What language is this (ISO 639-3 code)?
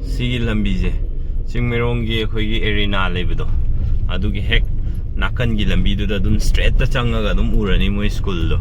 mni